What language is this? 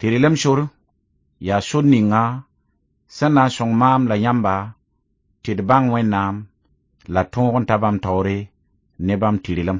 Mossi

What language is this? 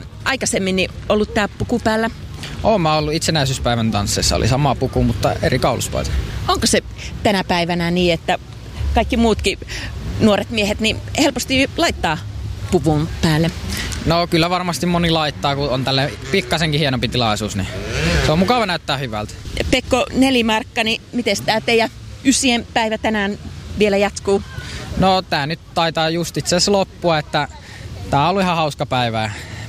Finnish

